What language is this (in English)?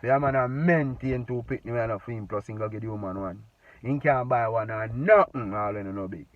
Jamaican Creole English